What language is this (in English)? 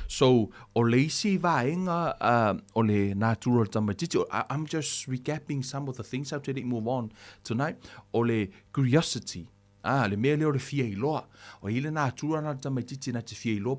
Samoan